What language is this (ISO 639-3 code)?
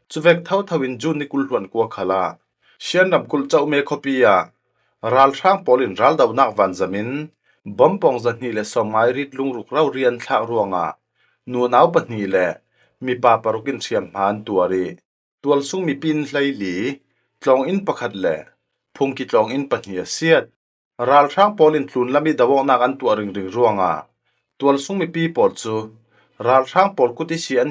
cfm